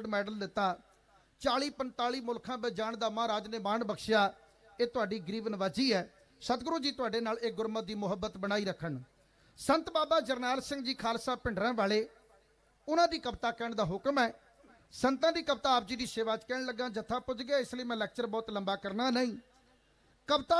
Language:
Punjabi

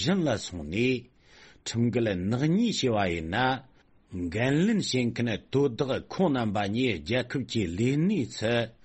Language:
Tibetan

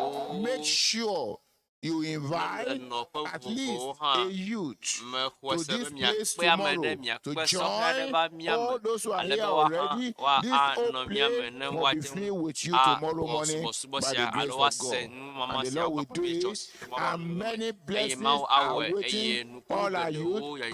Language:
Ewe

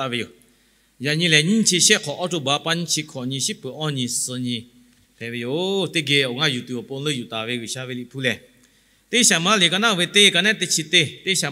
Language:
Lahu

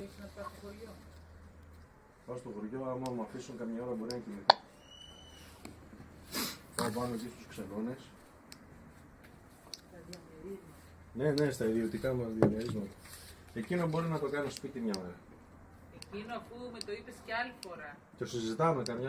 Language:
Greek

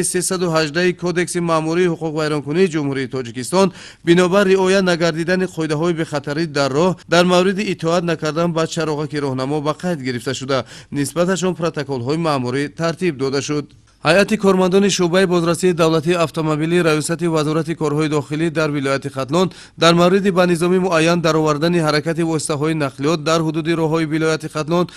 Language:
Tajik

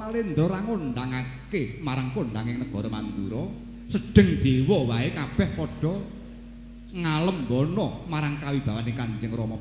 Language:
Javanese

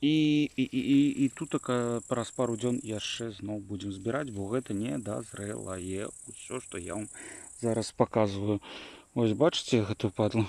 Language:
Belarusian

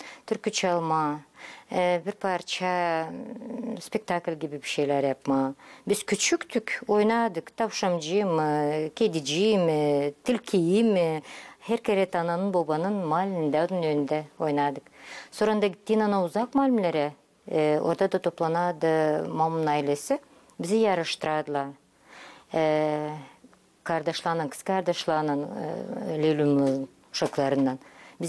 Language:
Gagauz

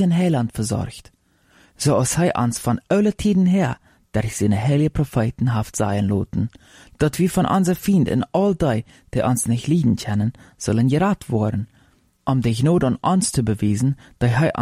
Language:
Plautdietsch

